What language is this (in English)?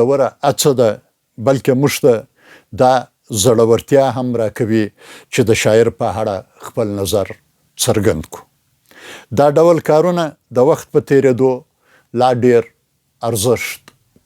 Pashto